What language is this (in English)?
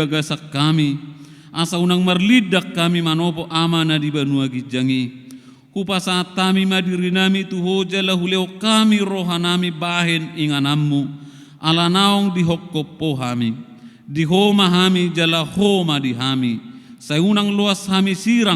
Batak Toba